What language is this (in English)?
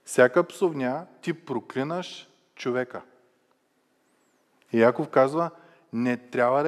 Bulgarian